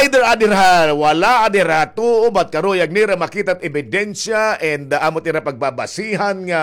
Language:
Waray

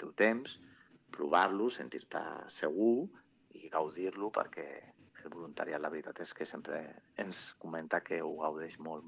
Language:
Catalan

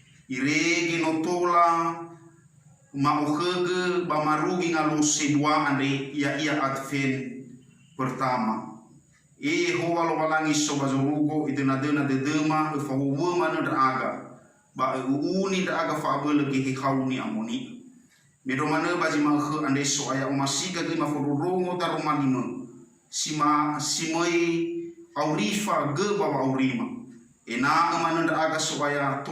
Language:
Nias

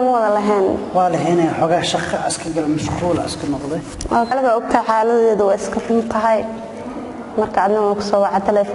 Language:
Somali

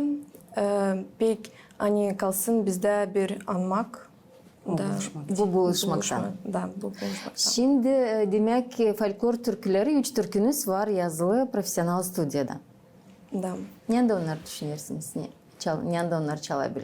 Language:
Gagauz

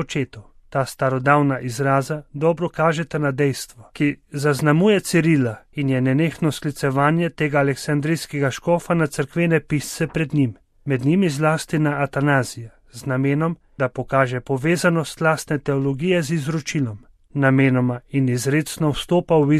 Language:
Slovenian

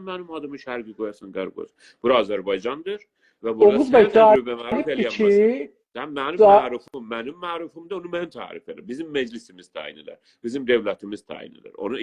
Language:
South Azerbaijani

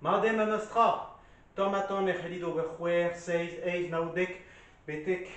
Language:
Breton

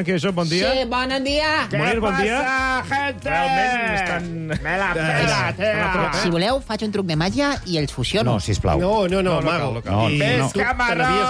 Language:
Catalan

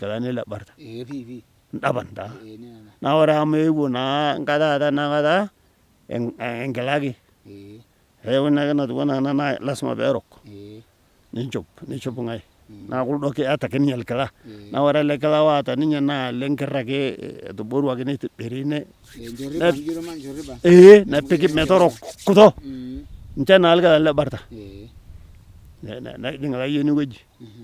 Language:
Masai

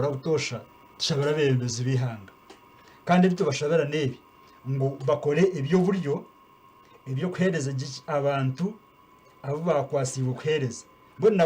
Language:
Nyankole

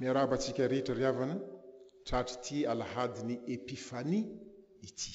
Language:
Malagasy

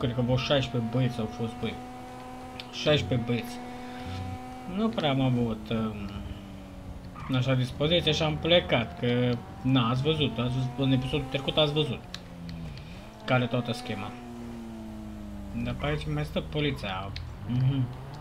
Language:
Romanian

